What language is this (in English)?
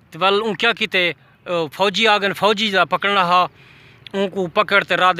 Saraiki